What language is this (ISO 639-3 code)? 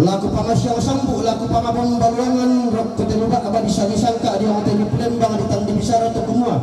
sda